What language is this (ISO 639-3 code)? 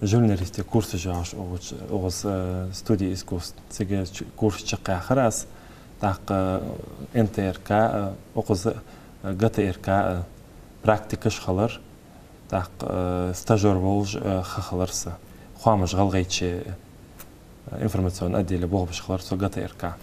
inh